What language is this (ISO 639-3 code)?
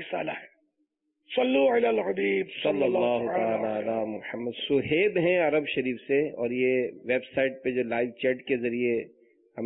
urd